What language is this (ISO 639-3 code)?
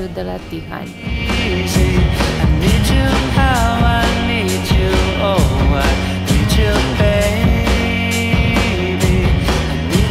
ron